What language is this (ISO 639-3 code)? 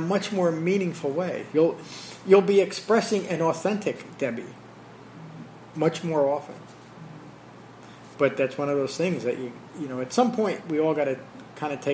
eng